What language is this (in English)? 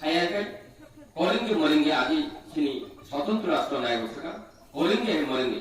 Kok Borok